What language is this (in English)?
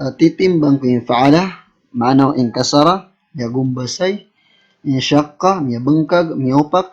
Maranao